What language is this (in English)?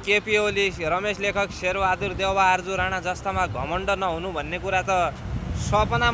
Nepali